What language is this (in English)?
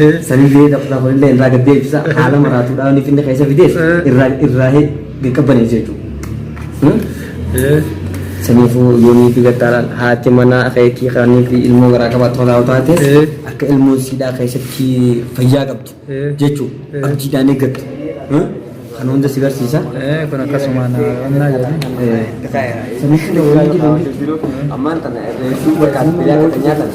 Oromo